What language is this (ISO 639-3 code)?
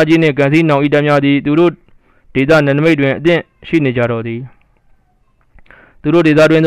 mya